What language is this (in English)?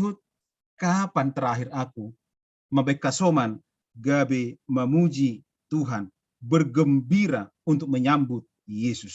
Batak Simalungun